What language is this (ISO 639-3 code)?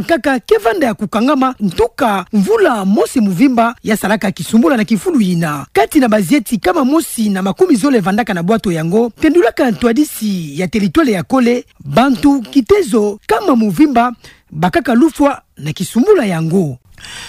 ktu